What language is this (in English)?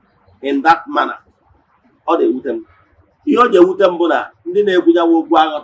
Igbo